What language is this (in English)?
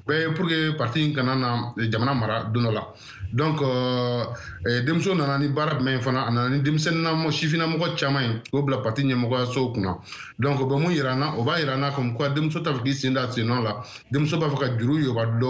Bambara